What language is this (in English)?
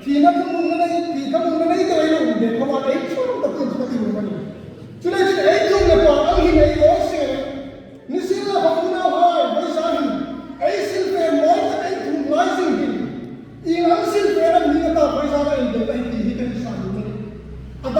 Hmar